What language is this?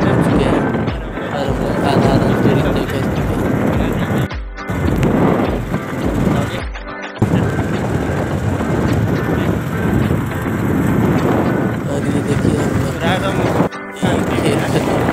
Hindi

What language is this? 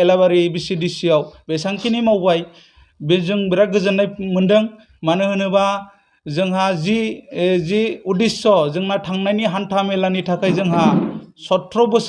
Bodo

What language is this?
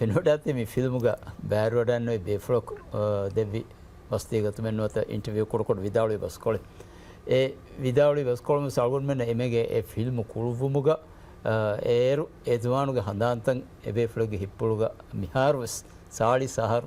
Divehi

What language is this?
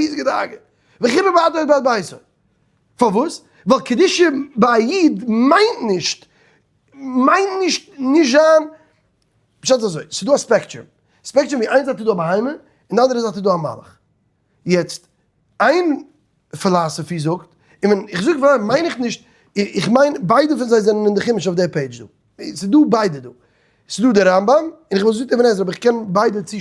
Yiddish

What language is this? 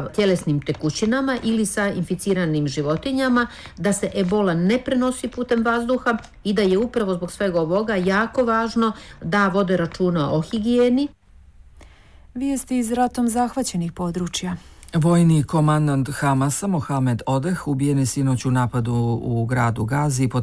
Bosnian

